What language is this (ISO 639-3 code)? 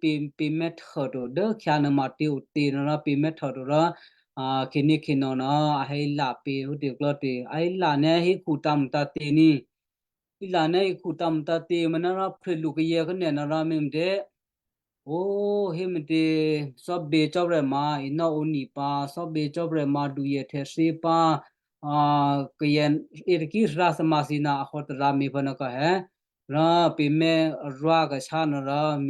kyu